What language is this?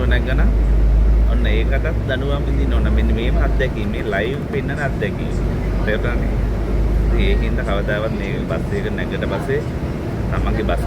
Sinhala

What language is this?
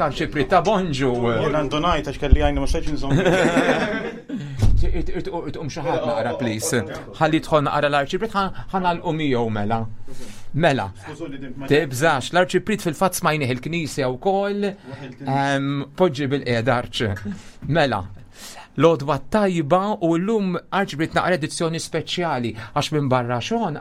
Maltese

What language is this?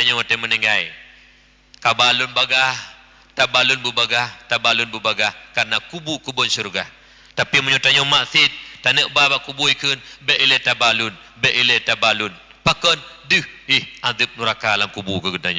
Achinese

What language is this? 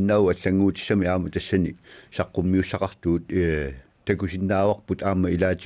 Kalaallisut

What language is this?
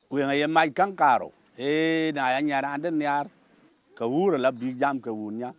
Dinka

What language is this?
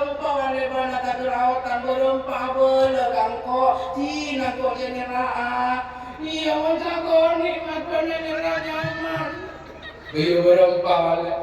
Madurese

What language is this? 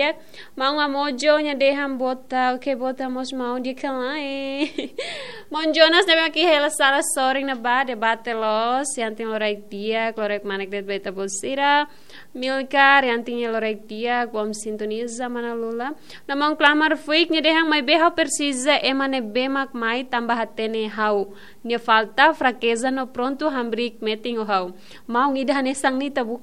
Tetum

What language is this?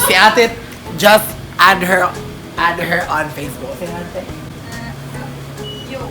Cebuano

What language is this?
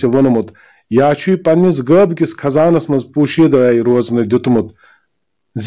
Kashmiri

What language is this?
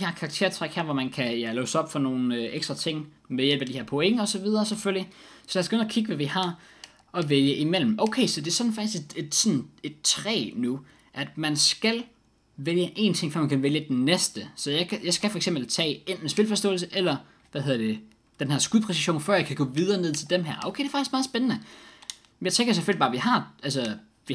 Danish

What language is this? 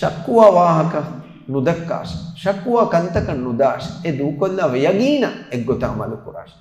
Divehi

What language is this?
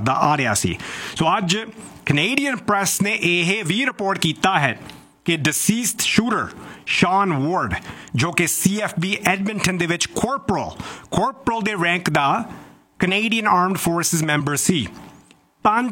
Punjabi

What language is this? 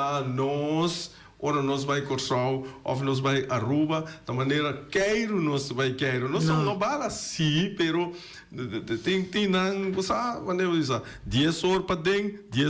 Papiamento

